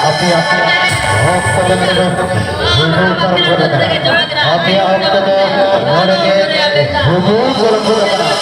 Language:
Santali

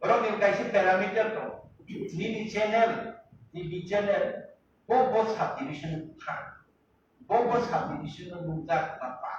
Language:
Kok Borok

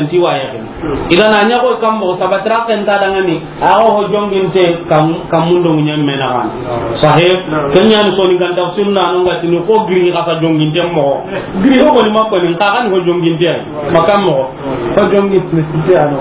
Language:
Soninke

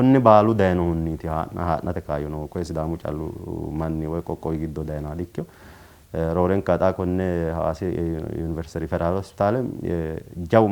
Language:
Sidamo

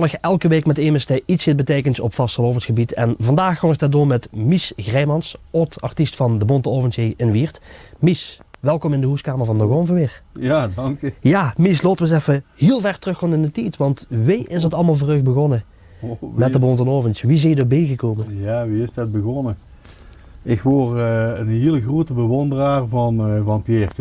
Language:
Limburgish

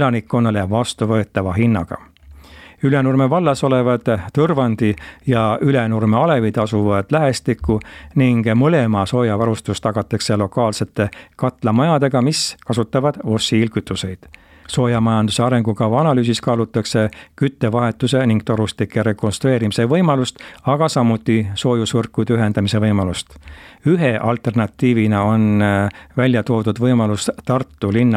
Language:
Estonian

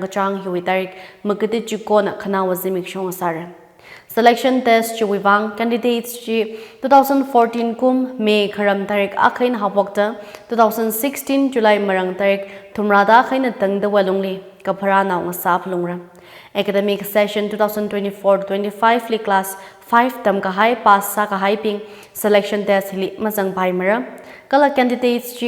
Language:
Tangkhul Naga (India)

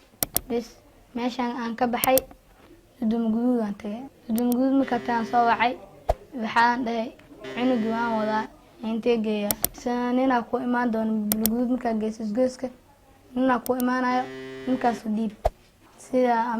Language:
Somali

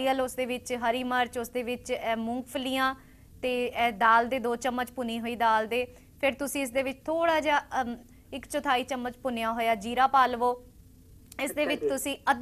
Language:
Punjabi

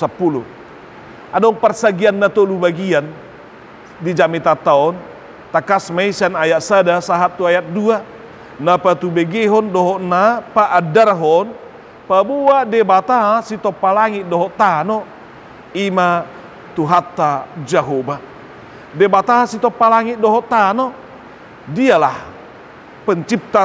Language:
Batak Toba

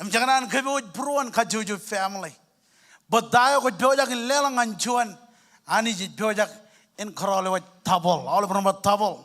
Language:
Marshallese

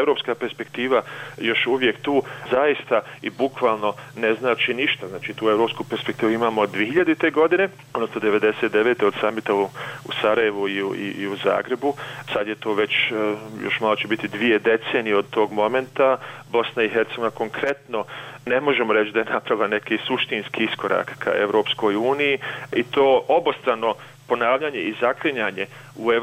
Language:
Bosnian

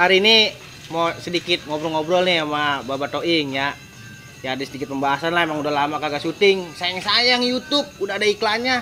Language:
Betawi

